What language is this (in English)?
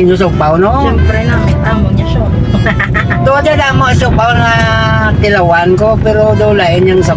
Hiligaynon